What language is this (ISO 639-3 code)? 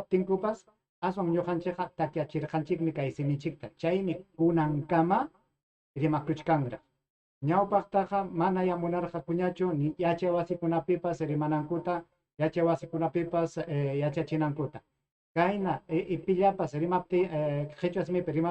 quy